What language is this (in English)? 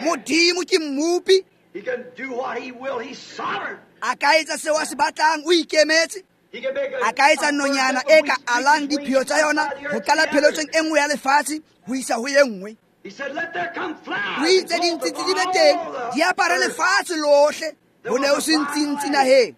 Tswana